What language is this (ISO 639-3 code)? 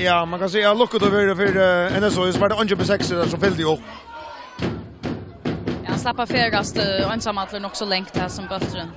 fao